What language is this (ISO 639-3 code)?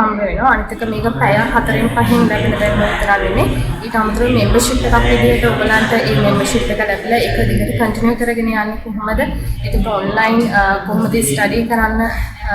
sin